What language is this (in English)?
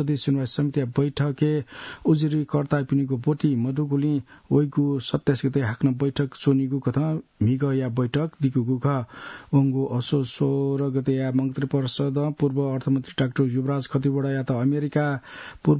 Newari